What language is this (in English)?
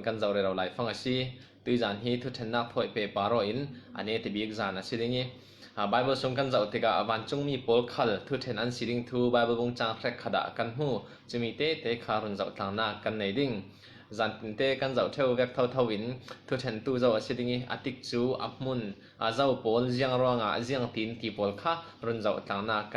Falam Chin